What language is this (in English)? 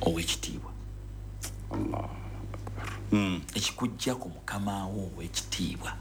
Ganda